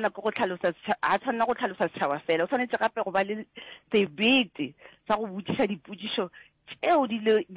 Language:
Northern Sotho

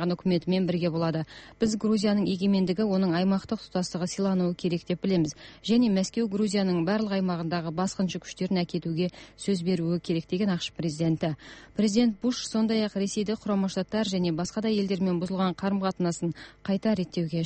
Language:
Kazakh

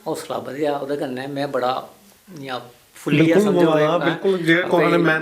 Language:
Dogri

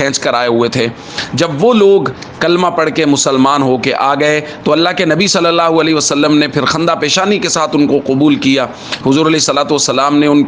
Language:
Urdu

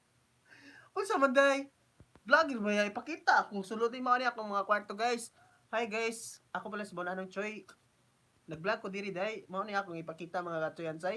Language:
Cebuano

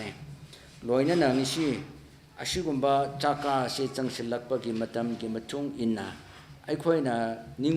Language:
Tangkhul Naga (India)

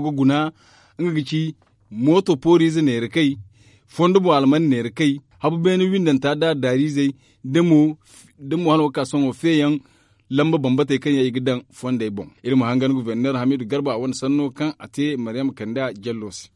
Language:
Zarma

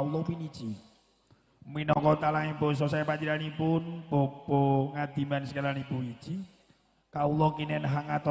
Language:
Javanese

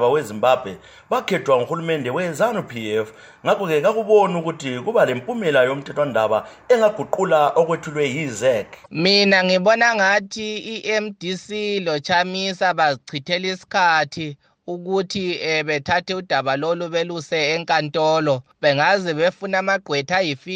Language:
North Ndebele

